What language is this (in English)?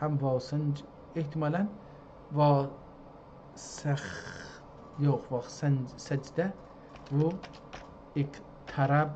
South Azerbaijani